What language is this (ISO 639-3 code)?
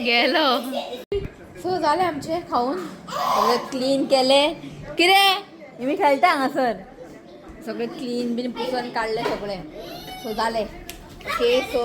kok